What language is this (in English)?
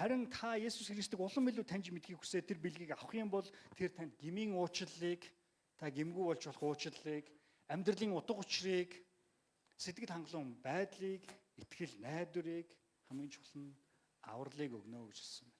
Mongolian